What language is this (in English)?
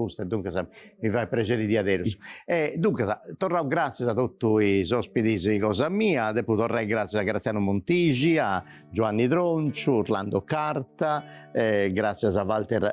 Sardinian